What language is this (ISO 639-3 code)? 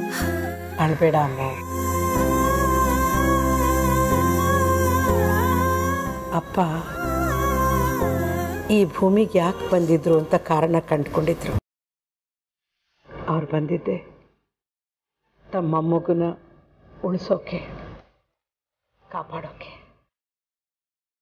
kan